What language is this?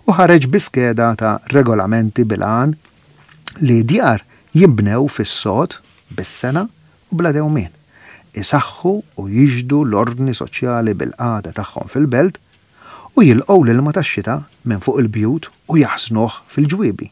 Maltese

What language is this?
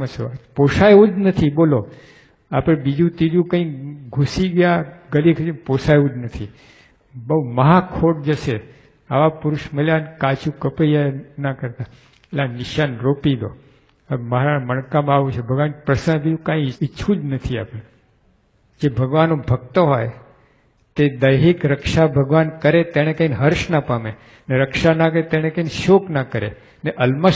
Gujarati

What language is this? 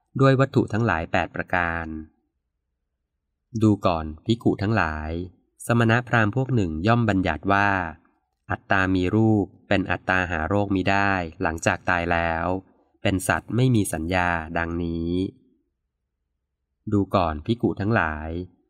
Thai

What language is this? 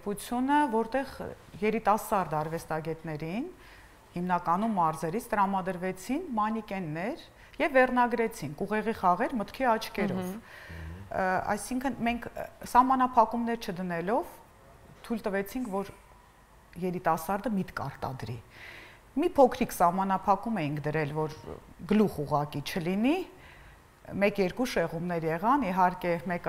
Armenian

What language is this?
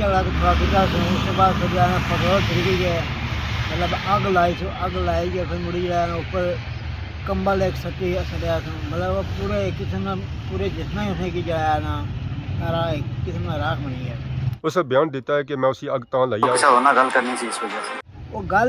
Pahari-Potwari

